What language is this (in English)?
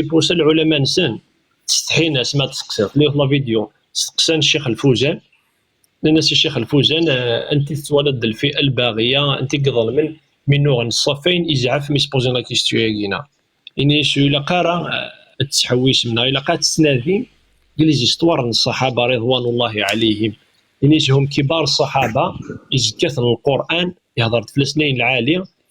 Kabyle